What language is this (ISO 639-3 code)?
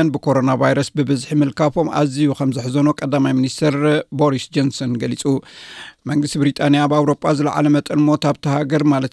tir